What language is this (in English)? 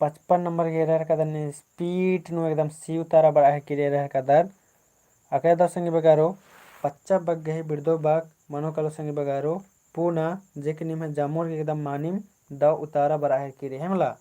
Kurukh